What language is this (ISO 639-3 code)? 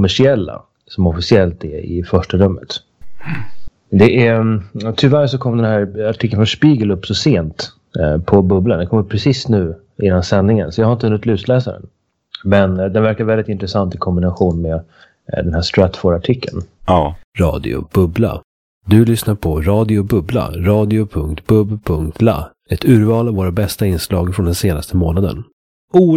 swe